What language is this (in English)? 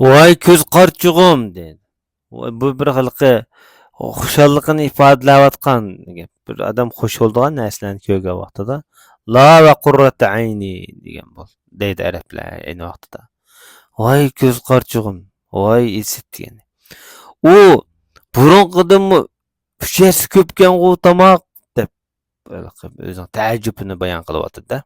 Uyghur